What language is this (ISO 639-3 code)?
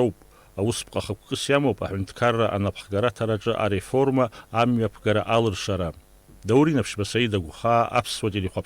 abk